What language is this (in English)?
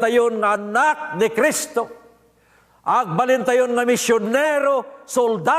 Iloko